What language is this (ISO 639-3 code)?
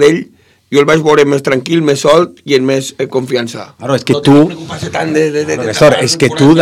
cat